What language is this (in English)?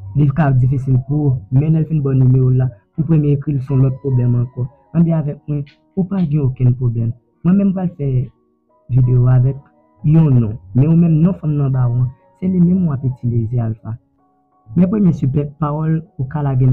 Haitian Creole